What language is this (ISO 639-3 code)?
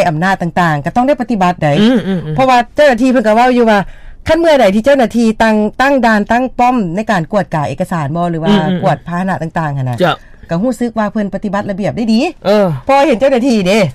lao